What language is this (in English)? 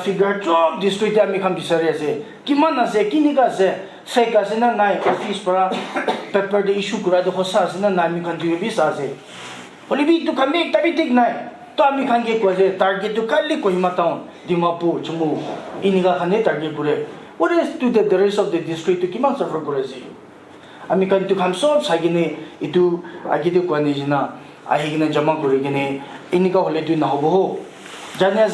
Naga Pidgin